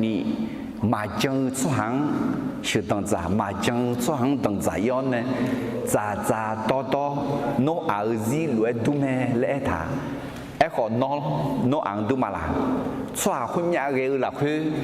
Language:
Akha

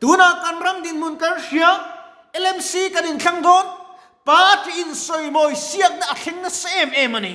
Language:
Mizo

